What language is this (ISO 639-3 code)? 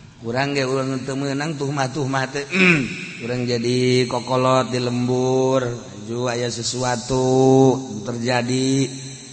sun